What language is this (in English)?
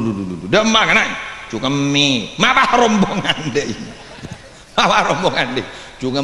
Madurese